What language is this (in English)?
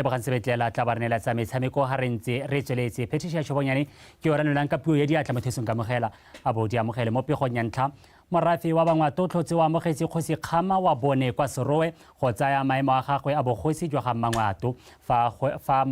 Tswana